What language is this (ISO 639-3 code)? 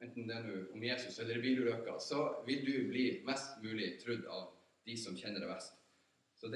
nor